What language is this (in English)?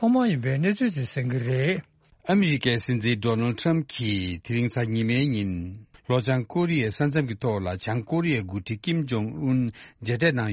Tibetan